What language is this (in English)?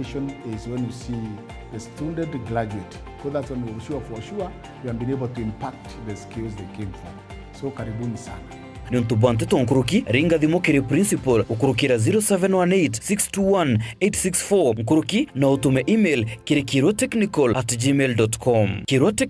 Meru